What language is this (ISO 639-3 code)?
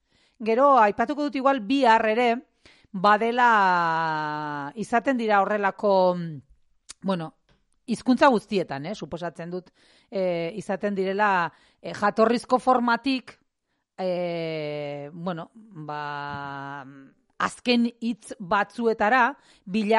eus